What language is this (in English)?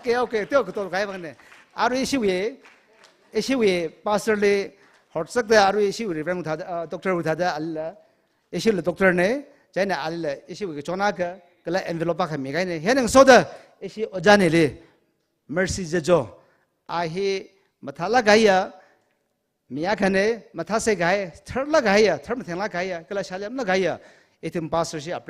Tangkhul Naga (India)